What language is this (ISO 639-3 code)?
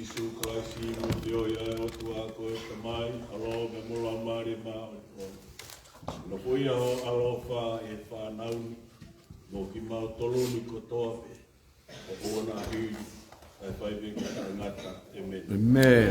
ton